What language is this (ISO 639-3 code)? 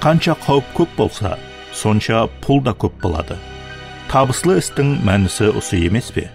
kaa